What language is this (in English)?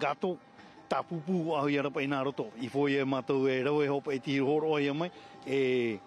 Tahitian